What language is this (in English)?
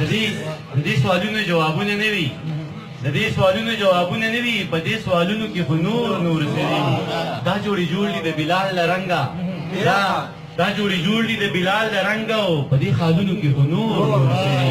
Pashto